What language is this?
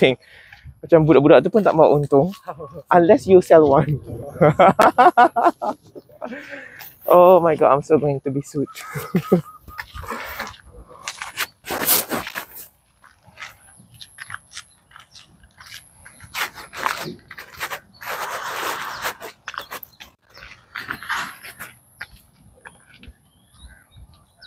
Malay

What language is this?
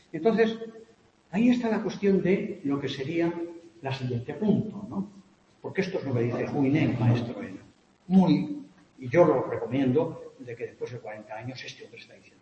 Spanish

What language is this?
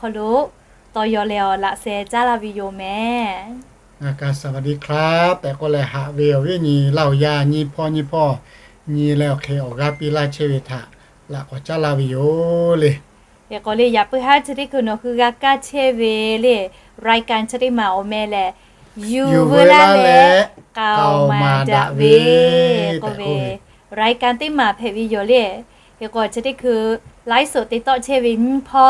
Lahu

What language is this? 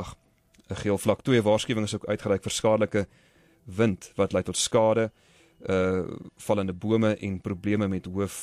Afrikaans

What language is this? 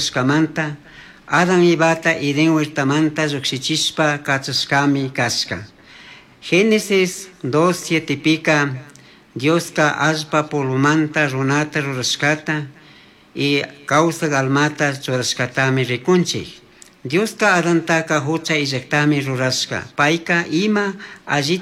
Chimborazo Highland Quichua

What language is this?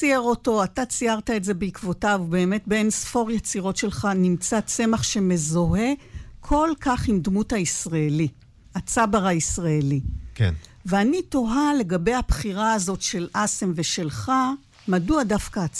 Hebrew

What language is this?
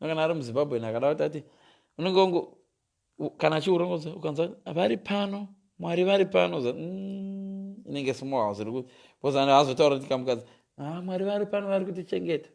Shona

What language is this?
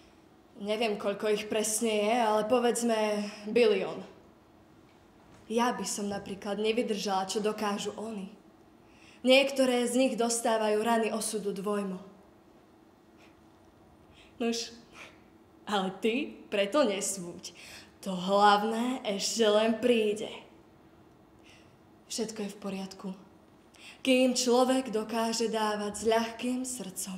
Slovak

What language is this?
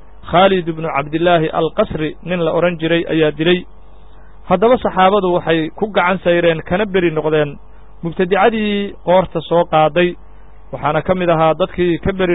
Somali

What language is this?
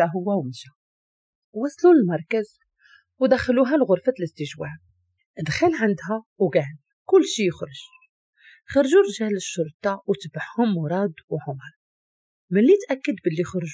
Moroccan Arabic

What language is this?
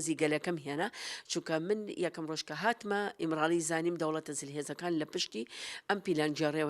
Central Kurdish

